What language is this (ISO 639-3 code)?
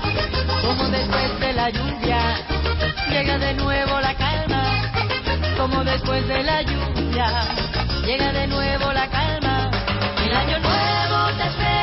spa